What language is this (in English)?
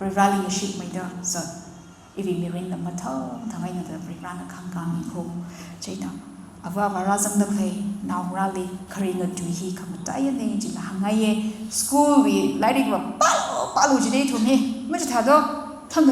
Tangkhul Naga (India)